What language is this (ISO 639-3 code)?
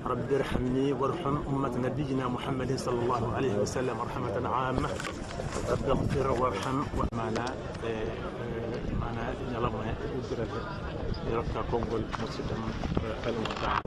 ful